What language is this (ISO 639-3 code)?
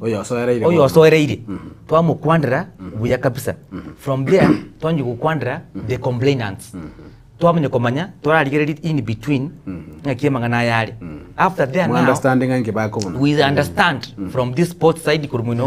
guz